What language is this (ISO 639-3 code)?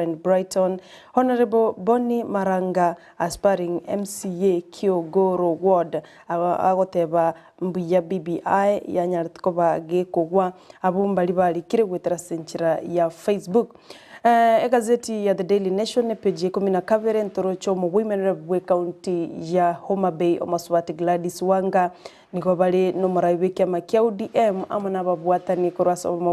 guz